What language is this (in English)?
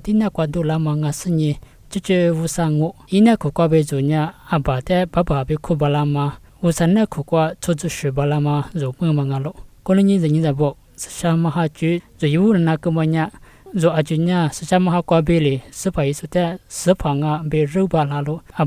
Lisu